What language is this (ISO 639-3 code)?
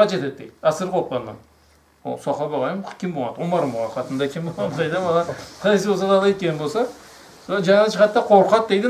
krc